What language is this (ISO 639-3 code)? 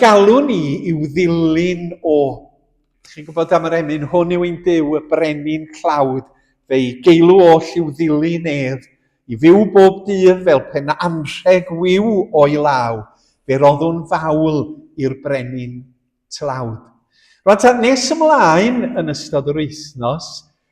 cym